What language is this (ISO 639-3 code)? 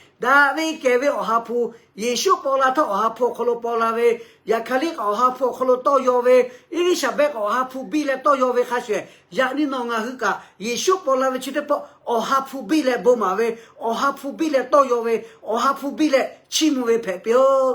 lhu